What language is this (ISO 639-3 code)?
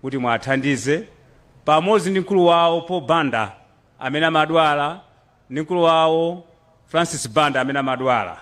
nya